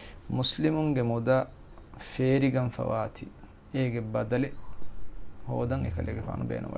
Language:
Divehi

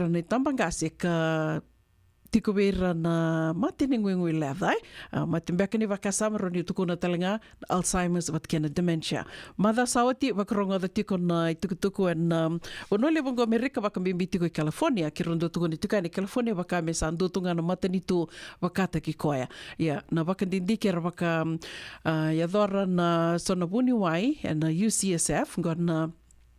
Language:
Fijian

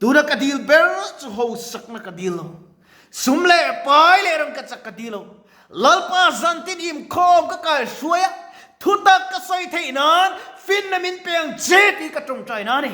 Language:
Mizo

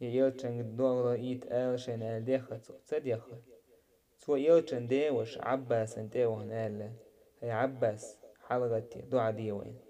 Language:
Chechen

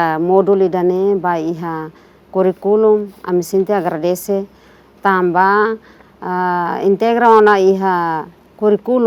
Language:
Tetum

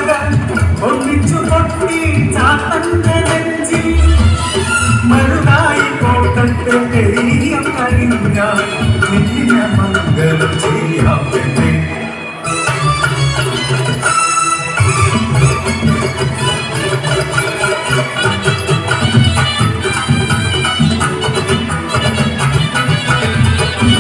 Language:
Malayalam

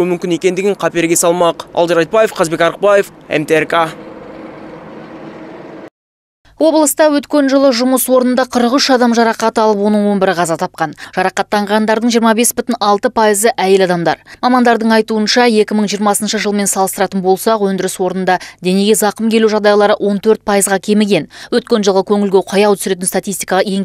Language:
Kazakh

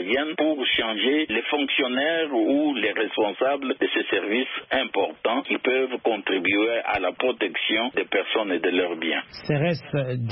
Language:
French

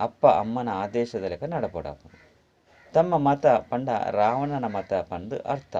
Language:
Tulu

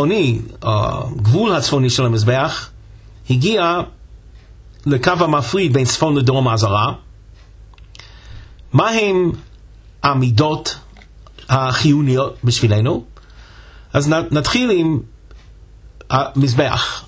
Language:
Hebrew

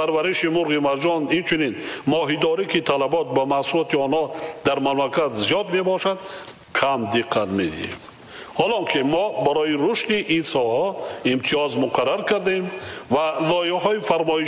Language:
Tajik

